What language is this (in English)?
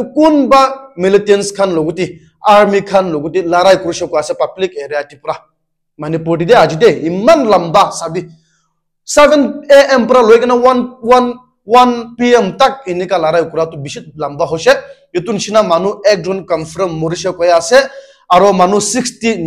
Naga Pidgin